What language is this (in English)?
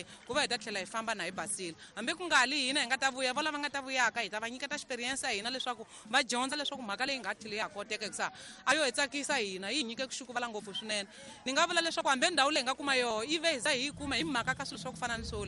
Tsonga